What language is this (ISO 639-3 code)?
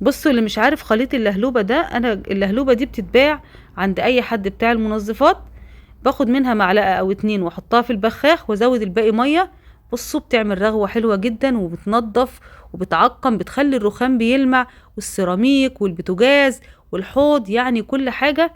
arz